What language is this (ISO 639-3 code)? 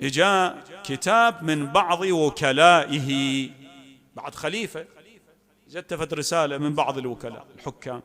acm